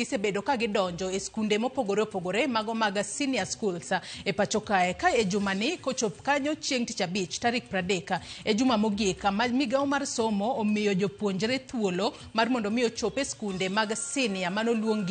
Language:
Luo (Kenya and Tanzania)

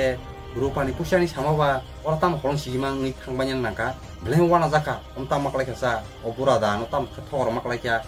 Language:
Kok Borok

